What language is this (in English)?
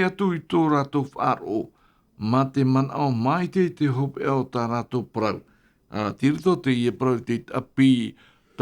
Tahitian